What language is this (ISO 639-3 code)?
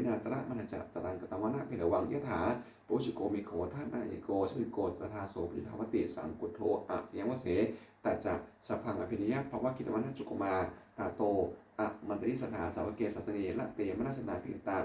pli